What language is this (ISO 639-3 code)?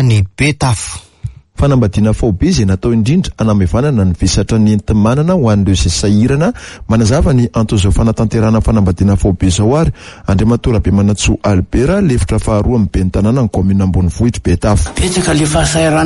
mlg